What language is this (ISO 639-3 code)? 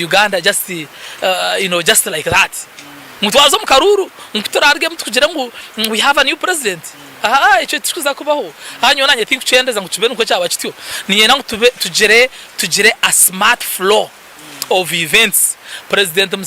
nyn